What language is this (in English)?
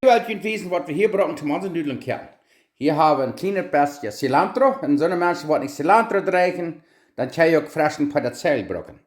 Plautdietsch